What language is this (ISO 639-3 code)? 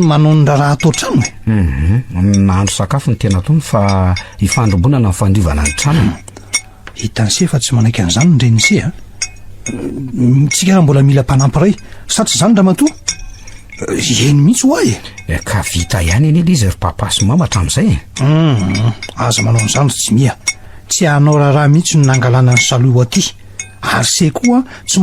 mlg